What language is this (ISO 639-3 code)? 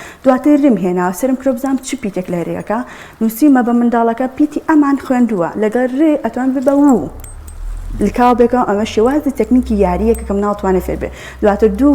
ckb